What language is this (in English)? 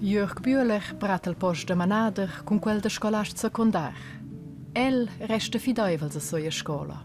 Romansh